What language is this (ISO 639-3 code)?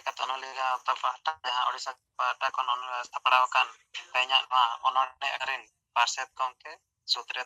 sat